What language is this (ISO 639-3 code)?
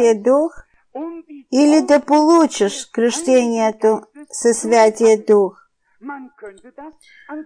bul